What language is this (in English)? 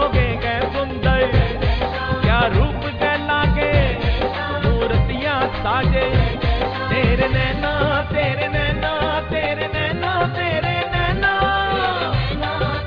Hindi